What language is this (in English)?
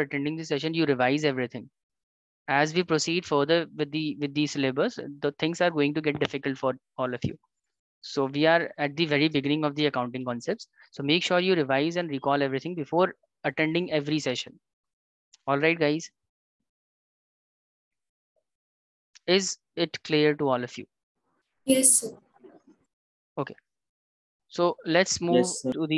English